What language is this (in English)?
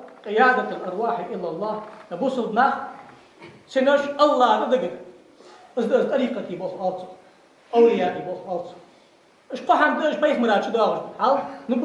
Ingush